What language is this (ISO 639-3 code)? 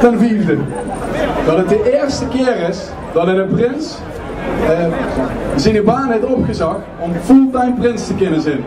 lim